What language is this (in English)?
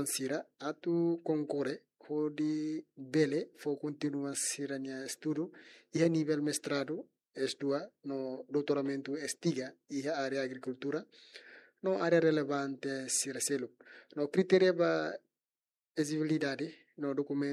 Tetum